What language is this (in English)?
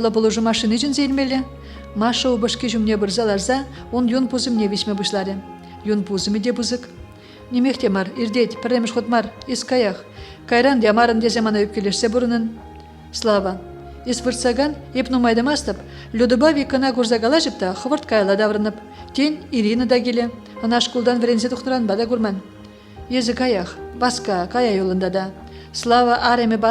Chuvash